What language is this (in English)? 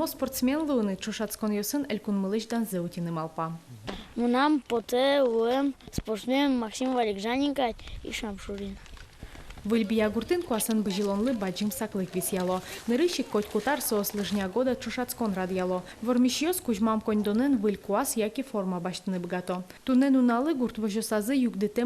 Udmurt